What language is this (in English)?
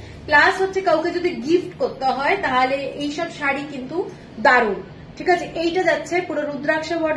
Bangla